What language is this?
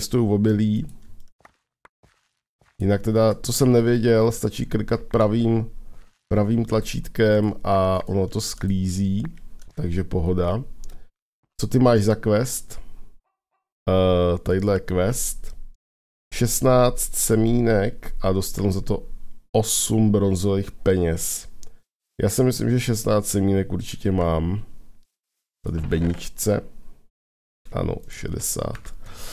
Czech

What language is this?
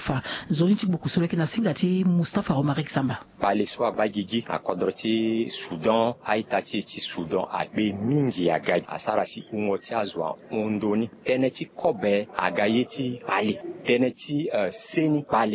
Sango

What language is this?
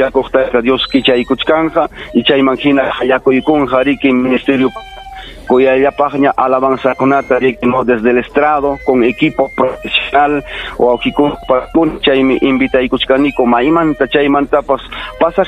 Ayacucho Quechua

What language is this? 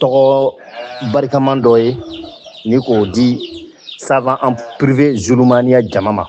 Bambara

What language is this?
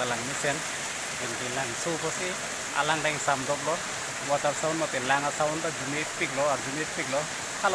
Karbi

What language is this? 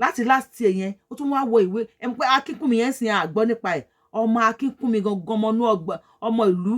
Yoruba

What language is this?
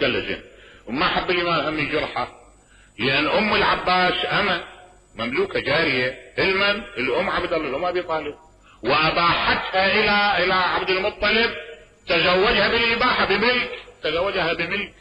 Mesopotamian Arabic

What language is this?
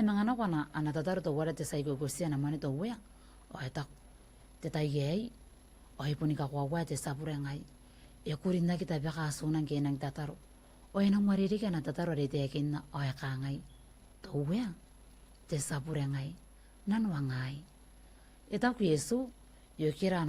Gilbertese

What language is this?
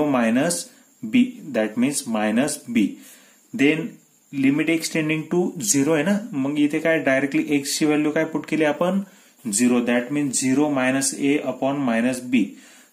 Marathi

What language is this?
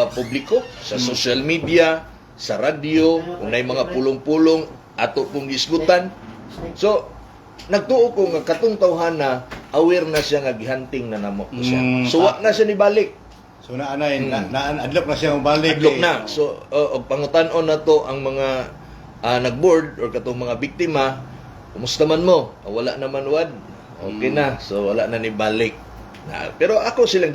Cebuano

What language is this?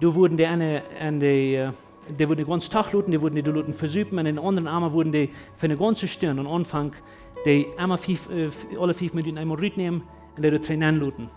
Plautdietsch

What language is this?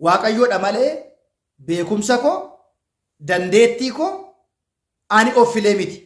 Oromo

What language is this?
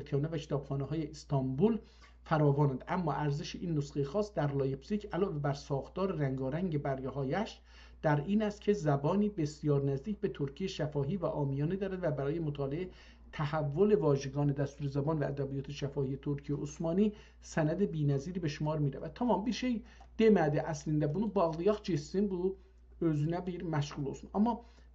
South Azerbaijani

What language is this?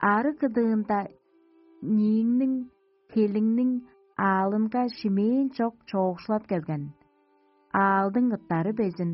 Tuvinian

